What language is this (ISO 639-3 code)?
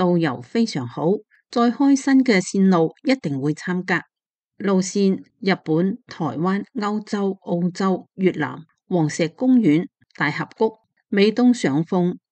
yue